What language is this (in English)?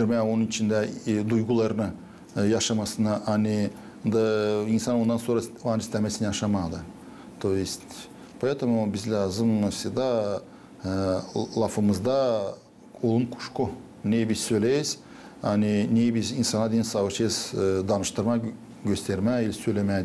Gagauz